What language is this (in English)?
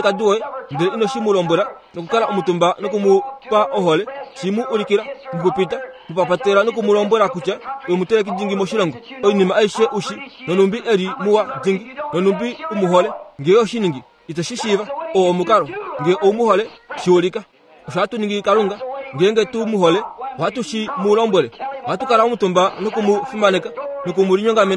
Kuanyama